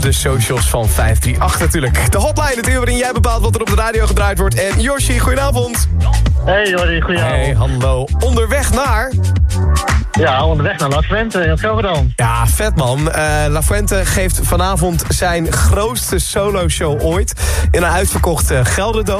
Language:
Dutch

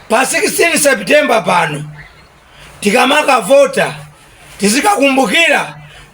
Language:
Nyanja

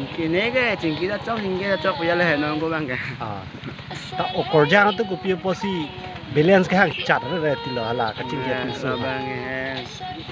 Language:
Karbi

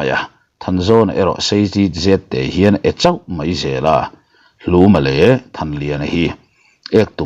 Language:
Mizo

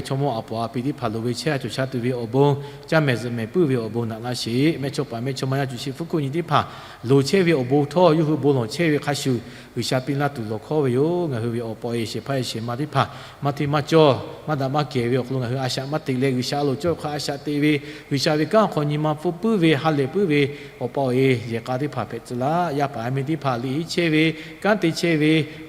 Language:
Lahu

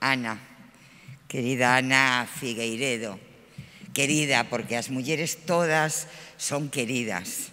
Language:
Galician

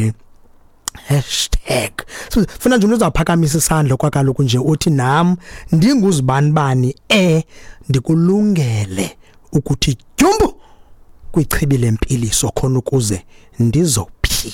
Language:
Xhosa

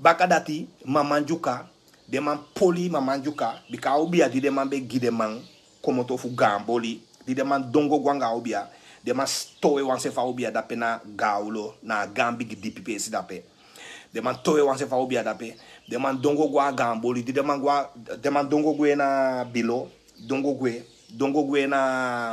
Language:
Sranan Tongo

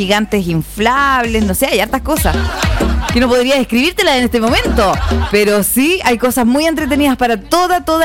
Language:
Spanish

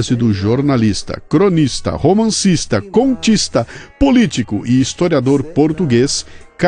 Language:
Portuguese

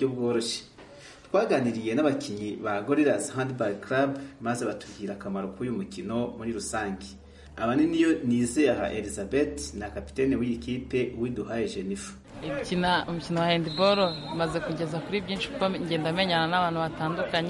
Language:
Kinyarwanda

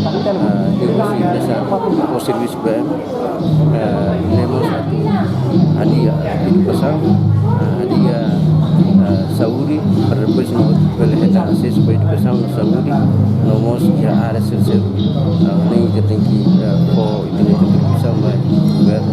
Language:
Tetum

